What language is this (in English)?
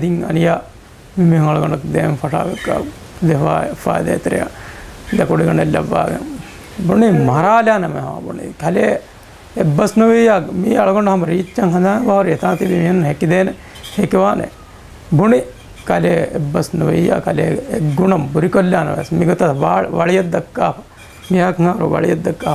Divehi